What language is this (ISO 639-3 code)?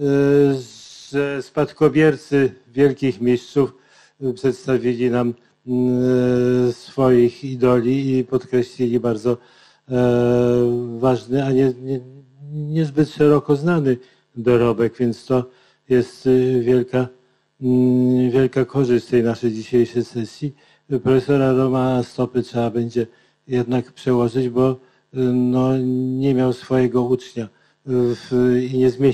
pol